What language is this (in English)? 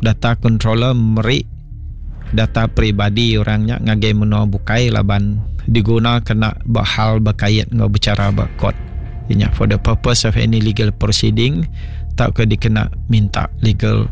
Iban